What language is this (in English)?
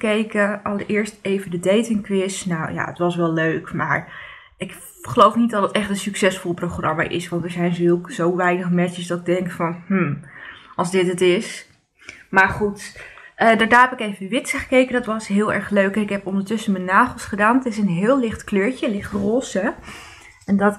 Dutch